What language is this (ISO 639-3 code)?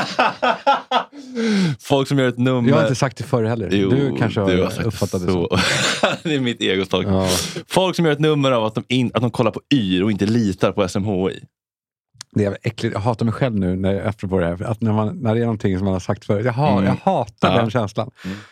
swe